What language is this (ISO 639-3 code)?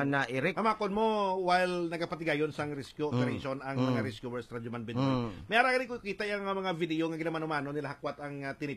hil